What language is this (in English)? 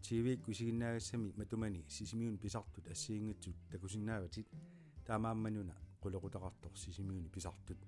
Kalaallisut